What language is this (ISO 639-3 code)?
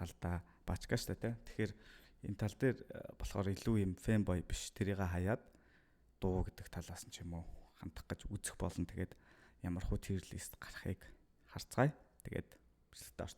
mon